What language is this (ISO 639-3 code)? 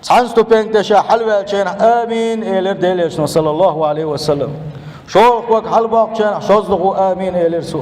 che